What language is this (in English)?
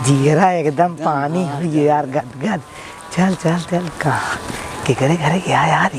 Awadhi